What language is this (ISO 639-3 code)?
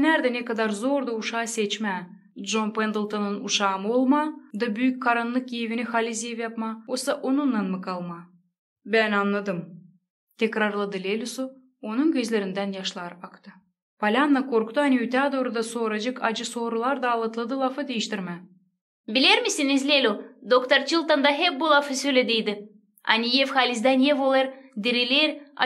gag